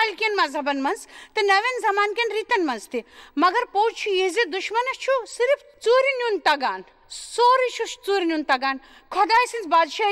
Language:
Kashmiri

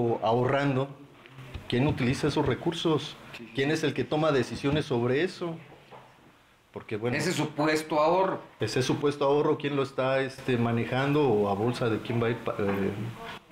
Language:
Spanish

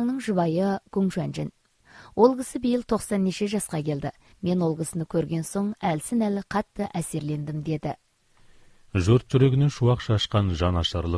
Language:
Kazakh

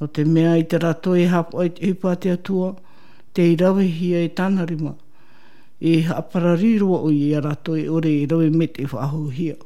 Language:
Tahitian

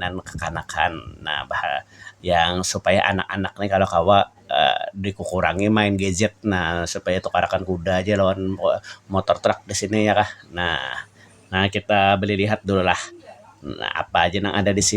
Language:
Banjar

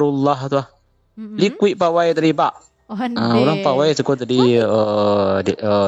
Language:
Minangkabau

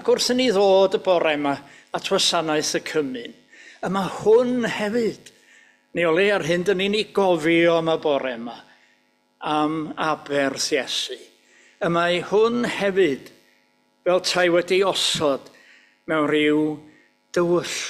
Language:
Welsh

